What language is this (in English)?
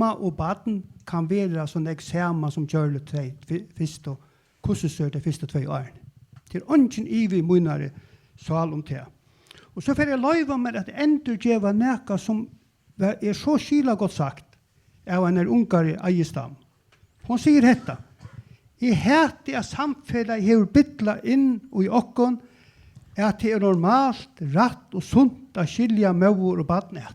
Faroese